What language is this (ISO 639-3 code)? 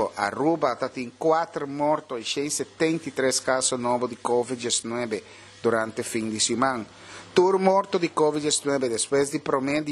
pap